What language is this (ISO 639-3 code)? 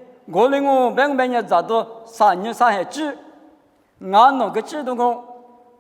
lis